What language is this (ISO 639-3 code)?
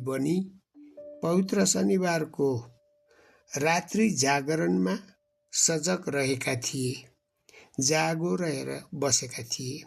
nep